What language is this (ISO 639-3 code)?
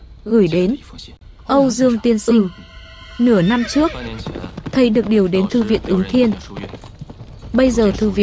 vie